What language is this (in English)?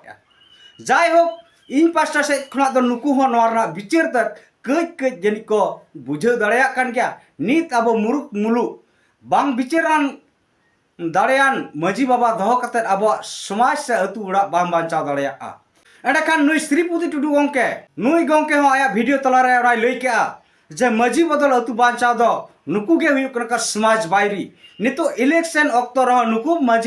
Santali